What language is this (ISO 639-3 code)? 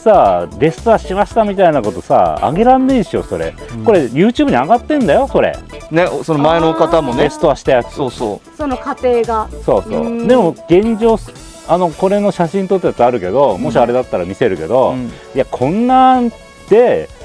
jpn